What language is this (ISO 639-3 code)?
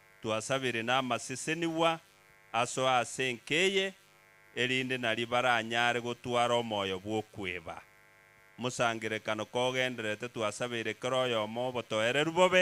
guz